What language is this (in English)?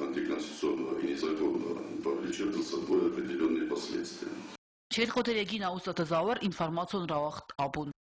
Ossetic